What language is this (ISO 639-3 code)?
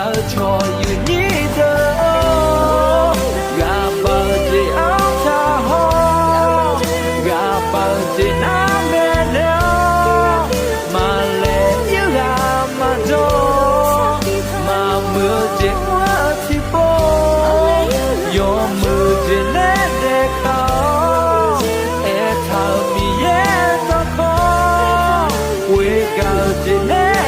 ahk